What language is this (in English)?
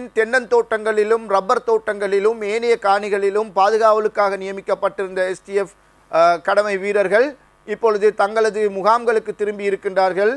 Tamil